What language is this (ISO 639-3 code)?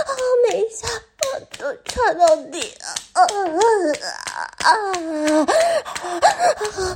zho